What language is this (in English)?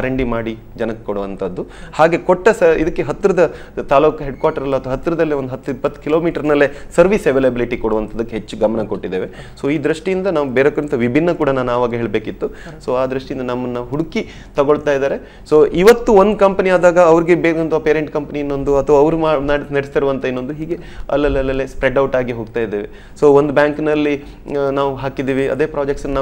Kannada